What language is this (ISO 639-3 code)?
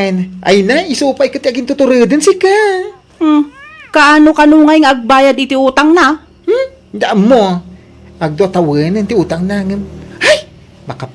ilo